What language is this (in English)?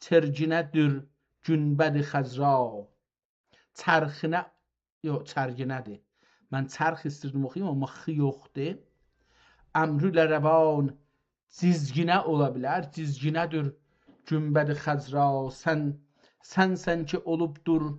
South Azerbaijani